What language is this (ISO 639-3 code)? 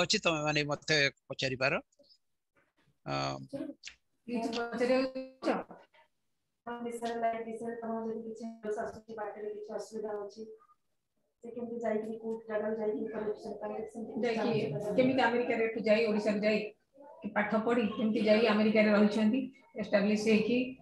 ori